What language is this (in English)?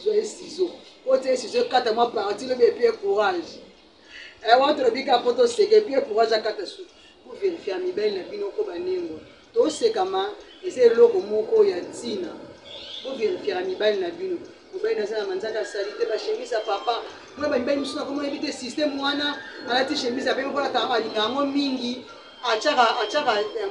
Lingala